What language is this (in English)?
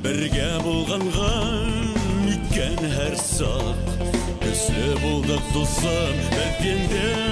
Bashkir